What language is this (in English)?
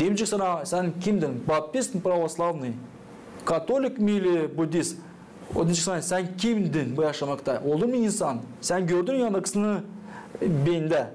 Gagauz